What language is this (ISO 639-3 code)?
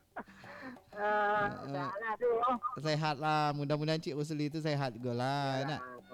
min